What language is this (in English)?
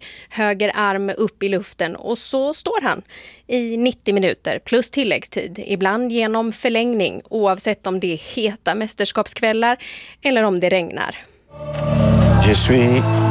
Swedish